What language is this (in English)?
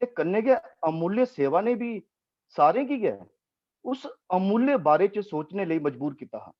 Dogri